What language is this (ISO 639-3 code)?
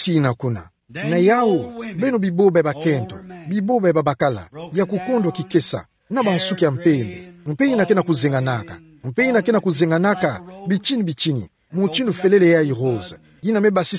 ktu